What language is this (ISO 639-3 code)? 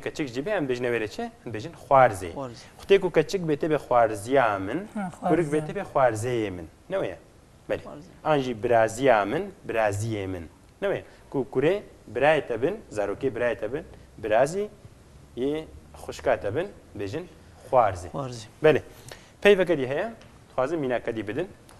kur